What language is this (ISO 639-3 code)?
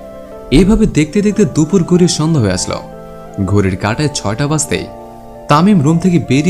ben